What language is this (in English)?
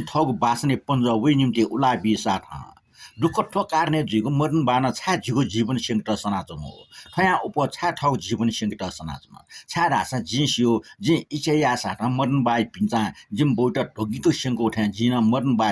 Newari